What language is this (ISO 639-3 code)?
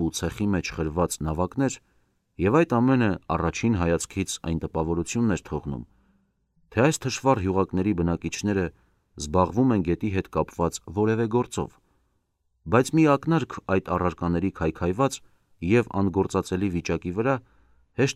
hye